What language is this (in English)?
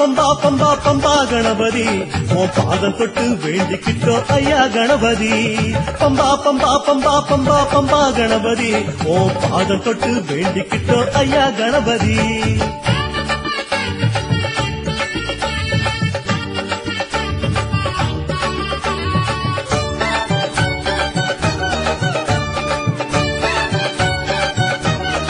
Tamil